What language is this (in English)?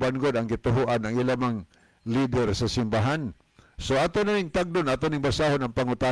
Cebuano